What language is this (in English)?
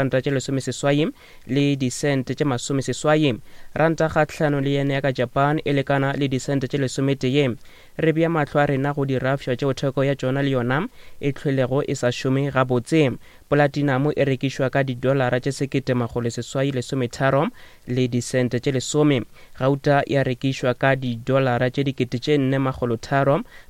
Northern Sotho